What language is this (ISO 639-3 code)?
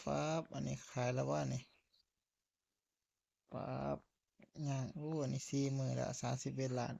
tts